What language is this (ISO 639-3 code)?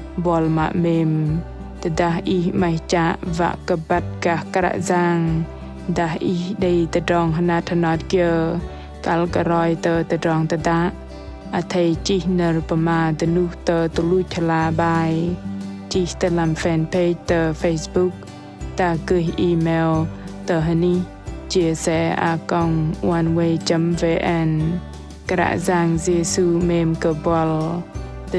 bdq